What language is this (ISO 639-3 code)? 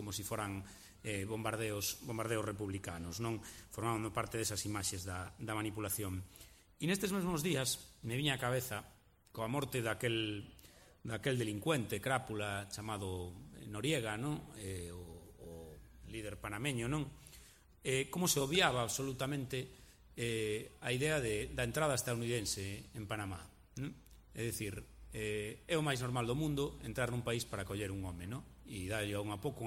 glg